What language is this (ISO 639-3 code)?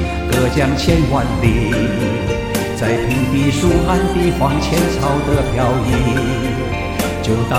zho